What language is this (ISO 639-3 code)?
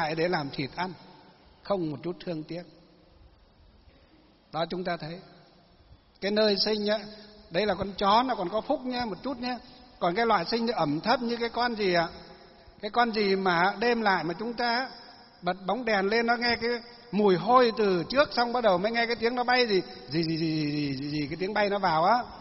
vie